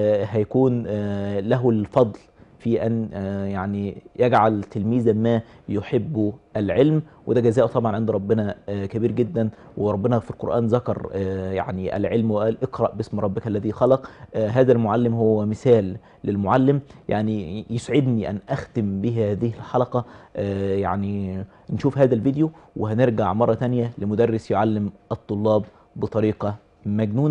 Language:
Egyptian Arabic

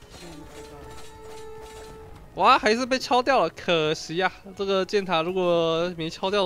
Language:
Chinese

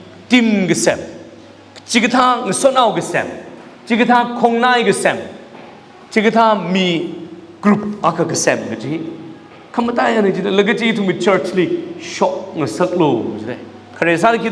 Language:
Tangkhul Naga (India)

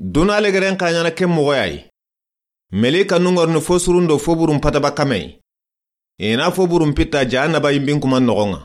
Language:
Soninke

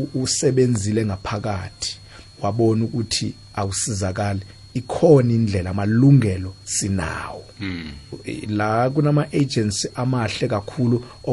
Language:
South Ndebele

